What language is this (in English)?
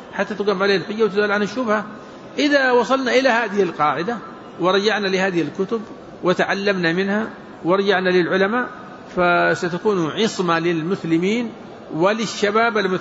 Arabic